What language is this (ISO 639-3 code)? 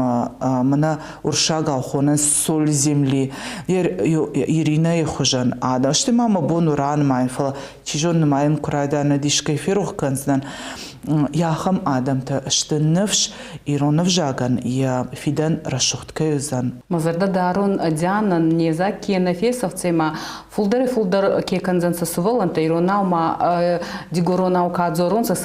oss